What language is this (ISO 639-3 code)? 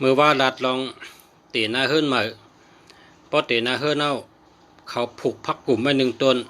shn